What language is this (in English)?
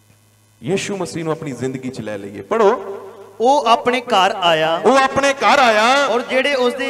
Punjabi